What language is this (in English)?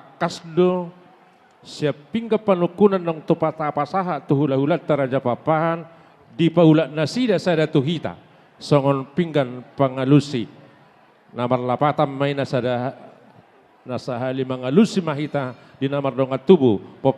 Batak Toba